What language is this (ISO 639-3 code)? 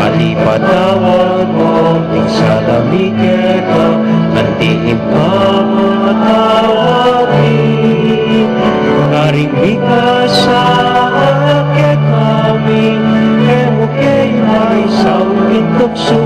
pam